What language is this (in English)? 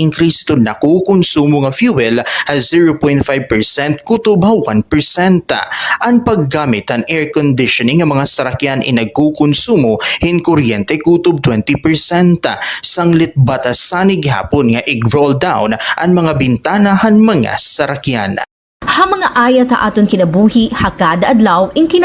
Waray